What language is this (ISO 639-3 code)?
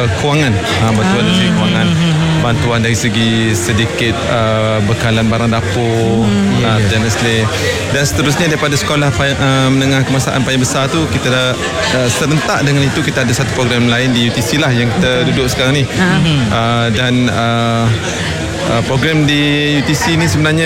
msa